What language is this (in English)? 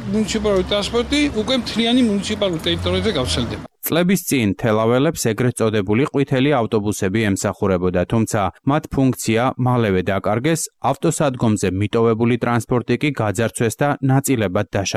Georgian